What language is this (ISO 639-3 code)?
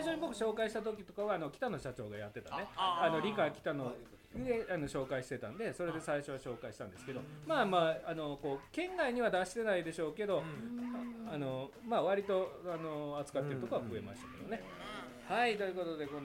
jpn